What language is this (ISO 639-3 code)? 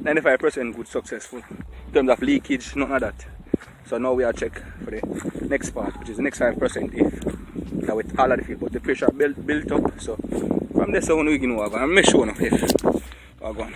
jam